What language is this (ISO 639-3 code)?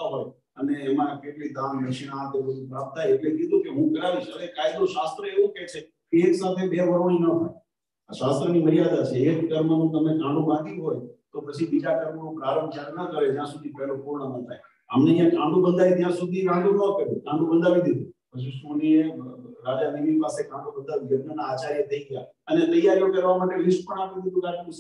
guj